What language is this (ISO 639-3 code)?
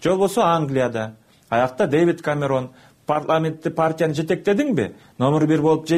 kir